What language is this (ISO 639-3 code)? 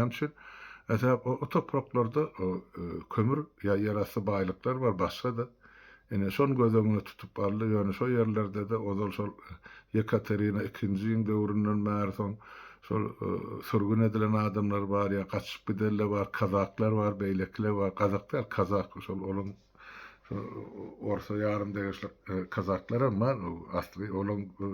tuk